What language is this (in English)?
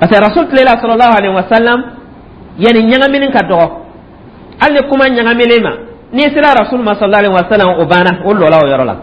Dyula